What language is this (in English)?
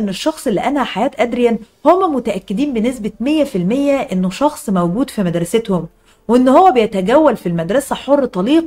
Egyptian Arabic